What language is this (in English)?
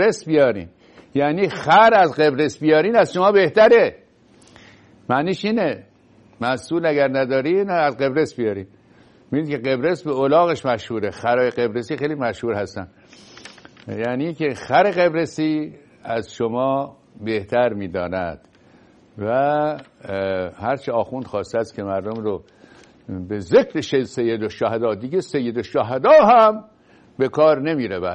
Persian